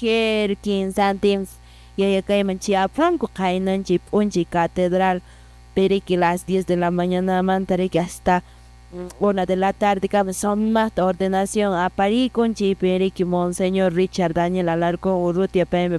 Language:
Quechua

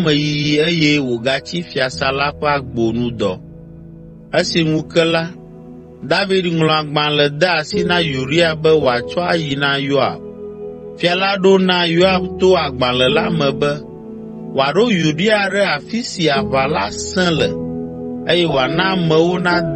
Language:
Ewe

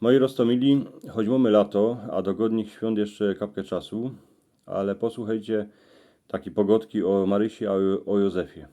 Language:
Silesian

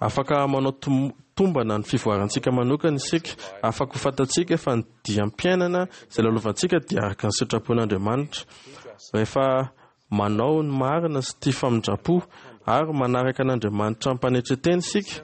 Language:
Malagasy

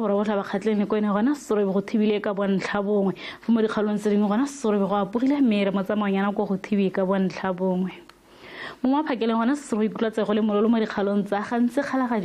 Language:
Tswana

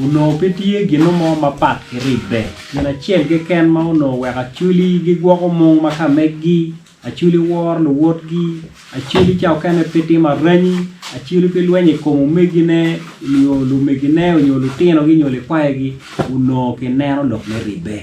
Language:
Acoli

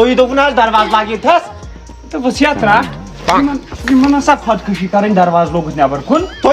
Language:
Kashmiri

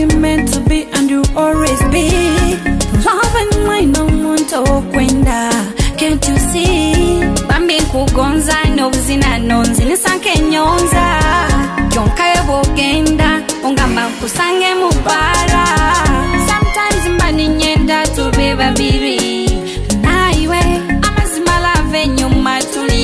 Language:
Nyoro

